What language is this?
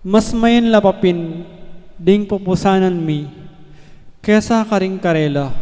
Pampanga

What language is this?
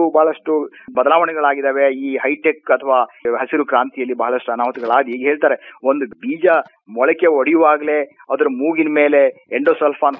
Kannada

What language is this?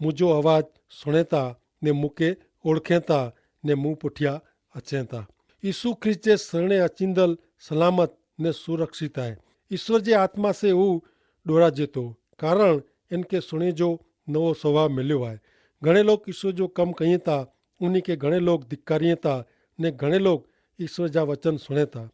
Kachhi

